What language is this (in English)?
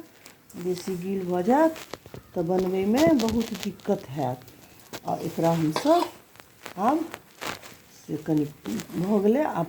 Maithili